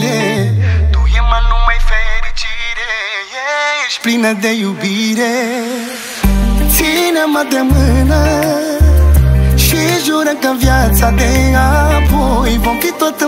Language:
Romanian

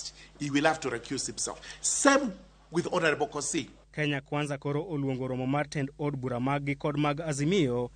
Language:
Luo (Kenya and Tanzania)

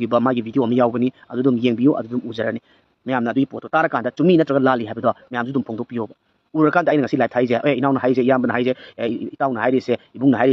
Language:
Manipuri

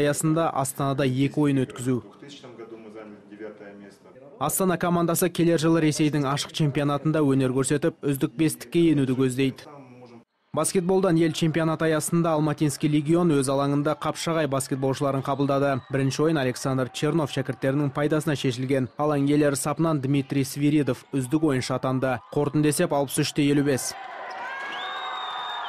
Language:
Kazakh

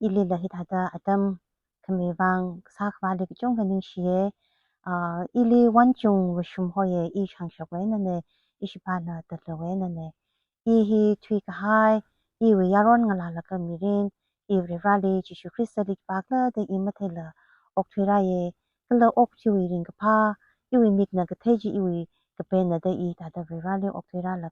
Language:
Tangkhul Naga (India)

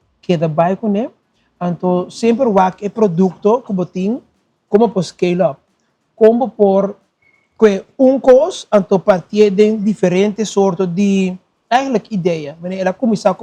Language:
Papiamento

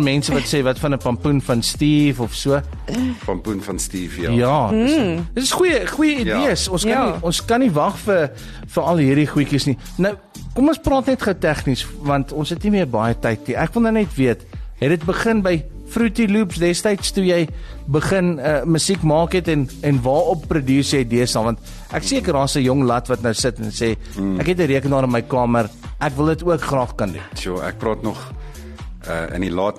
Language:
Afrikaans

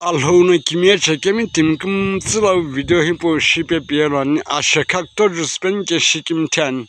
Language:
Sumi Naga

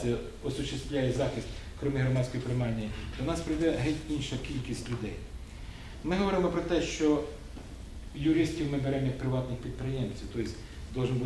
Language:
Ukrainian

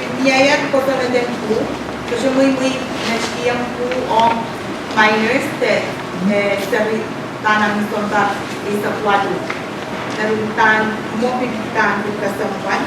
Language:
Pohnpeian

